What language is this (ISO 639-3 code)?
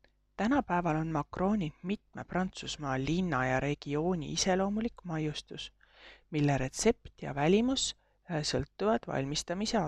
est